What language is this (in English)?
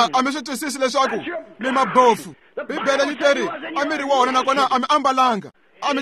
Tsonga